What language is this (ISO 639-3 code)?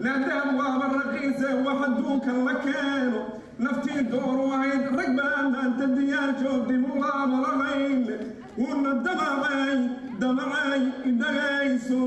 som